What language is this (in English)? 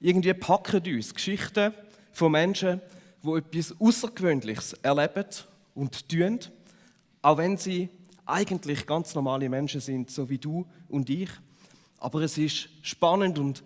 Swiss German